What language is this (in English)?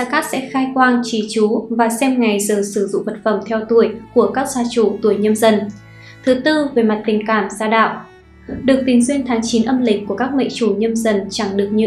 Vietnamese